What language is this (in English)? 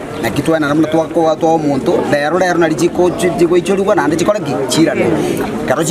Gusii